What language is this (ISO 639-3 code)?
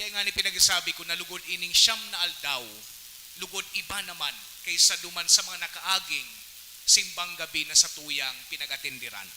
bik